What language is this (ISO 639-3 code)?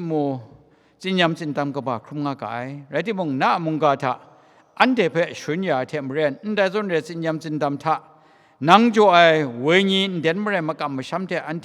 kac